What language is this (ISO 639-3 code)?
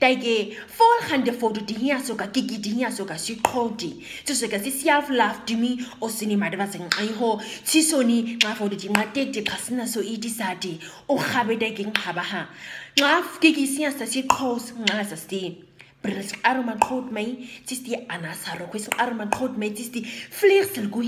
naq